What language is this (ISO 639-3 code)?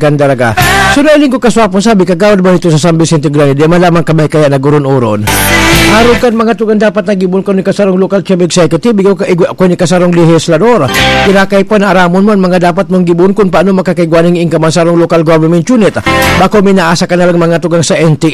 bik